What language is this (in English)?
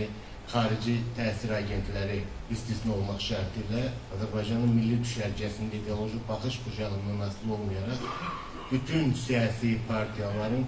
Azerbaijani